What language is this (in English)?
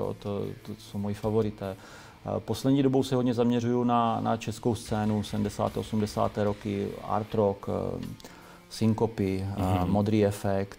Czech